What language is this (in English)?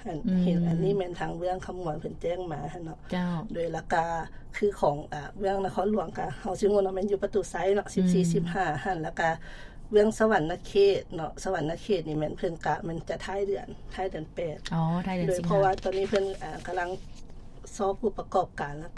Lao